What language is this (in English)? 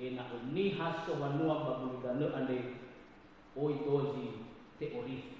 Nias